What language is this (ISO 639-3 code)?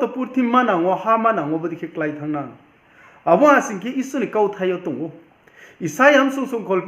ria